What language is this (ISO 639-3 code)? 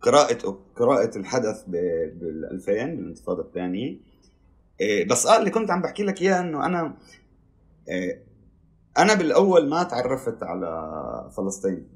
apc